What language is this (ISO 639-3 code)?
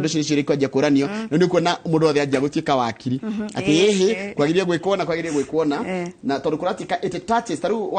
kik